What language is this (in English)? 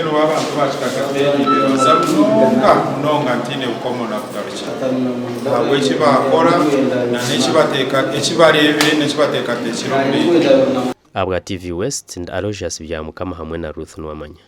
Nyankole